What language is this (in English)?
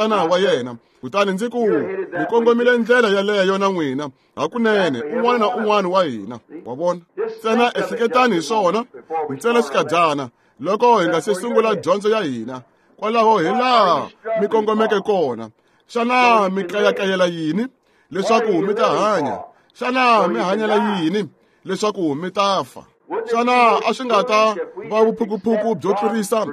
Tsonga